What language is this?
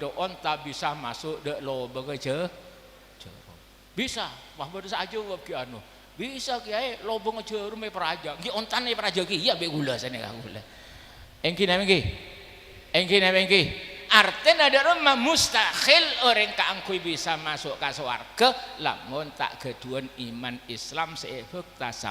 Madurese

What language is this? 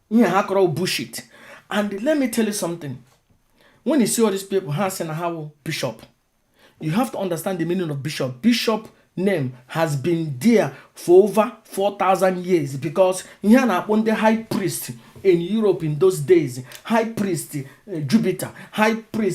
Igbo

